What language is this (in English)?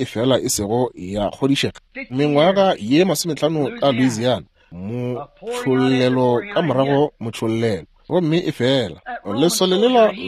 Northern Sotho